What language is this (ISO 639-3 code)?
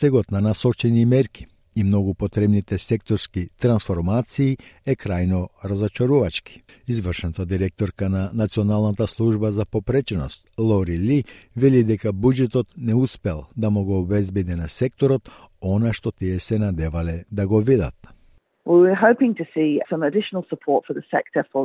mkd